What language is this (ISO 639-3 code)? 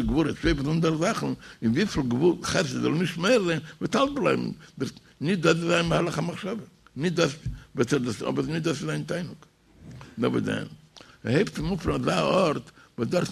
yid